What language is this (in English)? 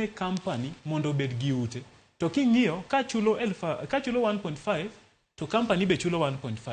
Luo (Kenya and Tanzania)